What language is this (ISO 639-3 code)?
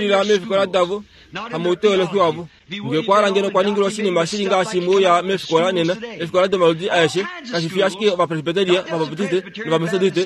kua